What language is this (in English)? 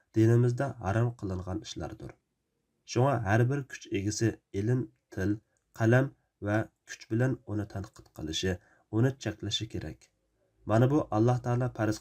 Uyghur